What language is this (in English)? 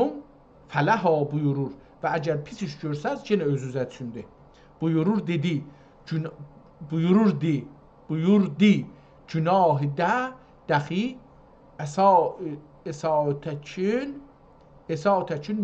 South Azerbaijani